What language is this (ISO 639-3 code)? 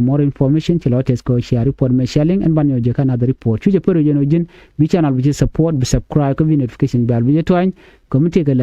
nus